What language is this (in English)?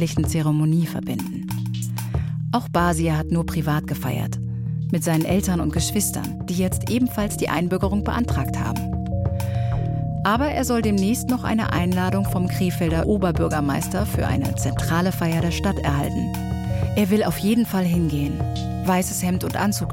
German